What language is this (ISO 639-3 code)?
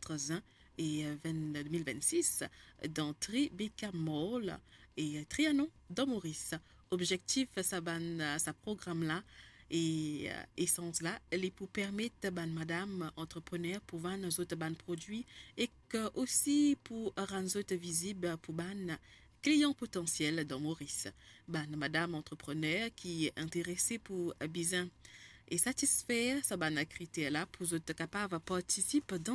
mfe